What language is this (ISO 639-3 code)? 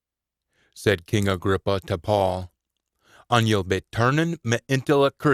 sco